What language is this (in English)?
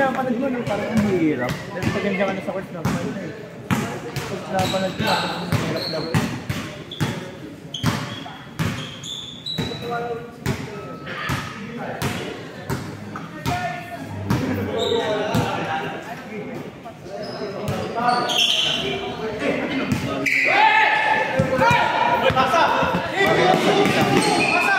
Filipino